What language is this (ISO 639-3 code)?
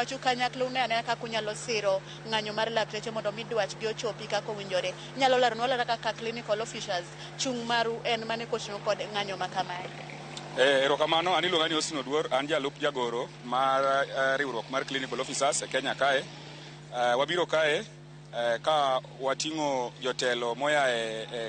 luo